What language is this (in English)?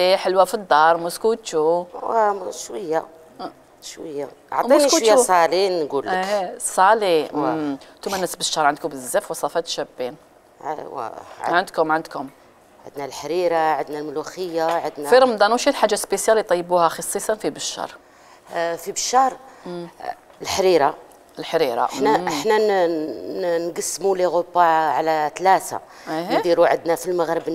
Algerian Arabic